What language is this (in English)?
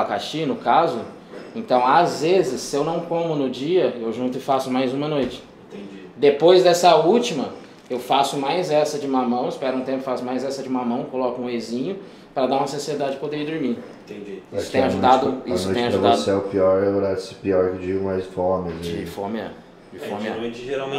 Portuguese